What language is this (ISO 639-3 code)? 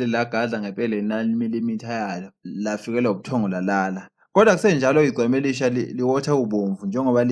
zul